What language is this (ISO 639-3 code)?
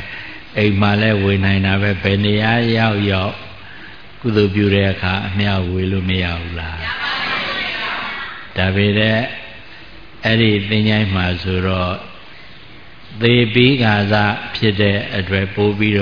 mya